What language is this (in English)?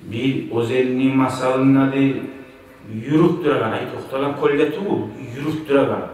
Kumyk